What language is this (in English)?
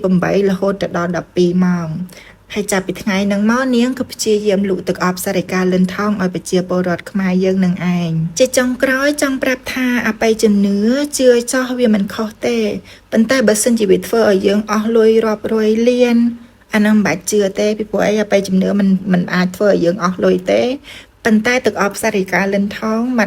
Khmer